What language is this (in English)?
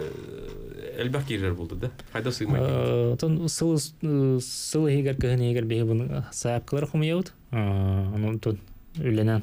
Yakut